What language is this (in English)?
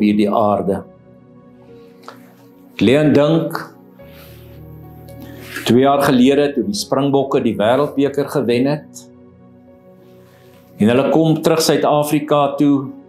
Afrikaans